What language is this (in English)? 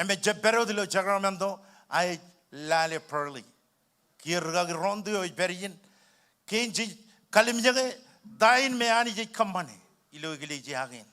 Marshallese